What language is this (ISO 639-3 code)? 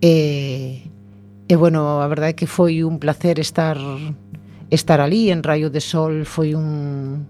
glg